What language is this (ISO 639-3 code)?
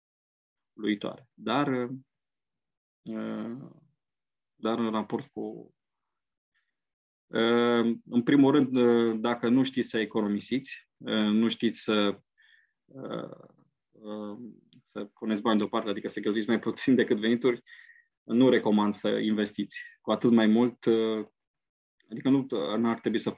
ron